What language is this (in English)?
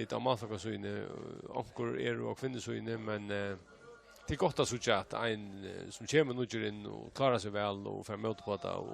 Faroese